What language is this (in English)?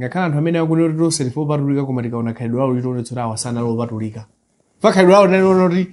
Nyanja